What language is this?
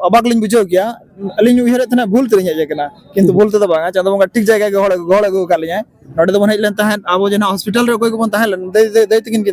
Santali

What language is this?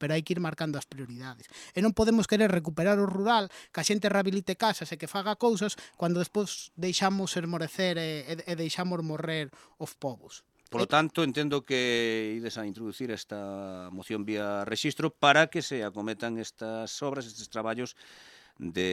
Galician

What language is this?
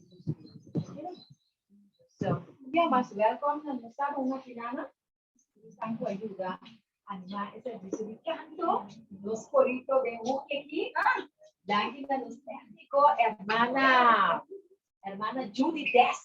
Papiamento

